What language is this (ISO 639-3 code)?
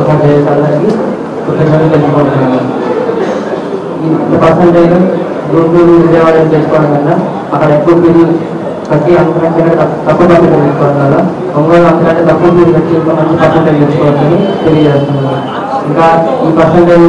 tel